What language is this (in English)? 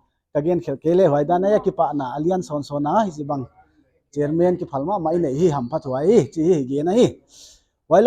Paite Chin